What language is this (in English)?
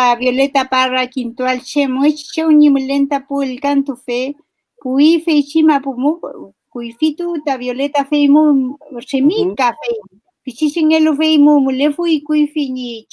Mapuche